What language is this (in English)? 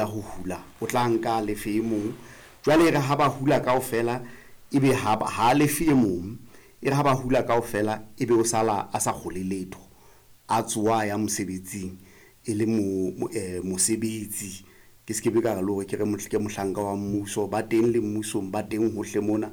Southern Sotho